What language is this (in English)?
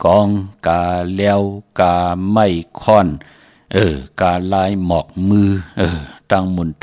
Shan